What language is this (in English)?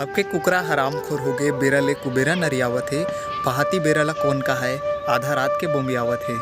Chhattisgarhi